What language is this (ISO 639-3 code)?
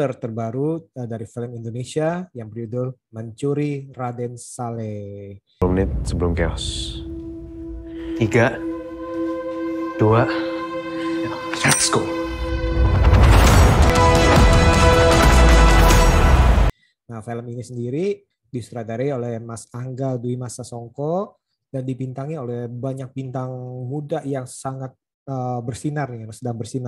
ind